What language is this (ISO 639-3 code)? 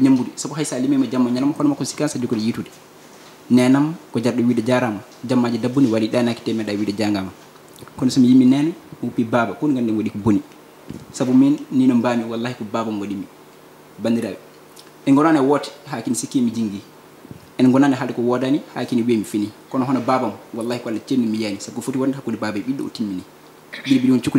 ful